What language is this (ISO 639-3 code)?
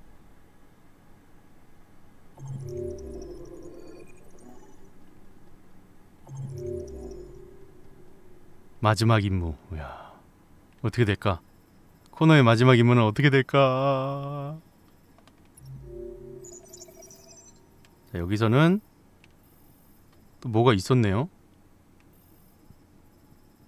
kor